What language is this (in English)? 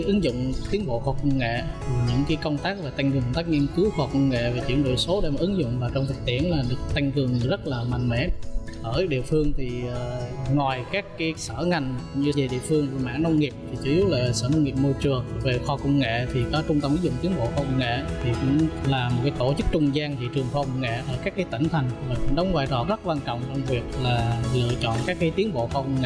Vietnamese